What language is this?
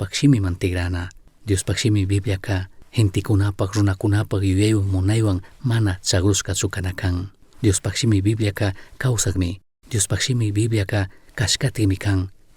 Chimborazo Highland Quichua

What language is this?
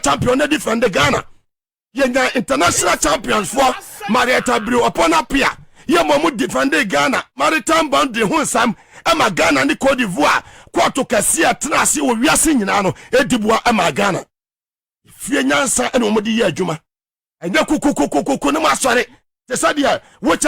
Akan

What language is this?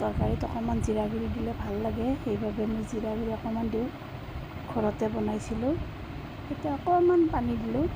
Assamese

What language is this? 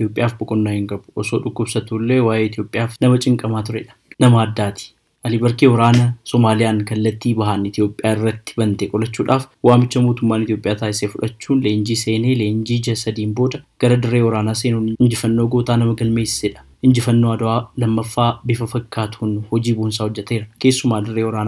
Oromo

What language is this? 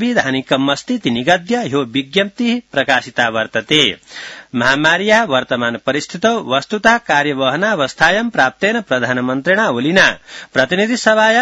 Sanskrit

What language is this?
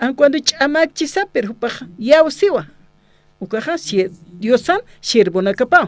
Aymara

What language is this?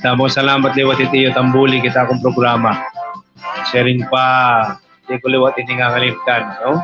Waray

